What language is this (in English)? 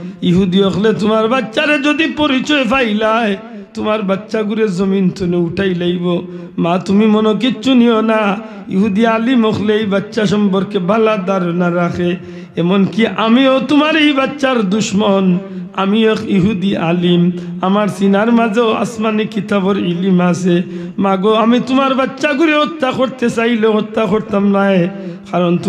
Sylheti